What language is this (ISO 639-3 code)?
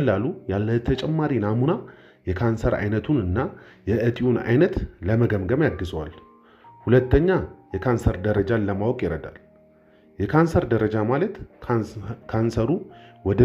amh